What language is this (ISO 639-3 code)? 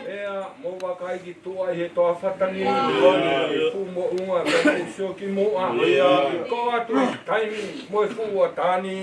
ton